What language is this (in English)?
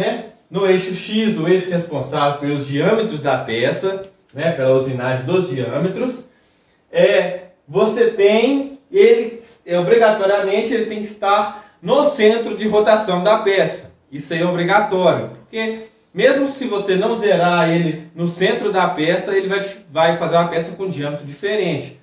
Portuguese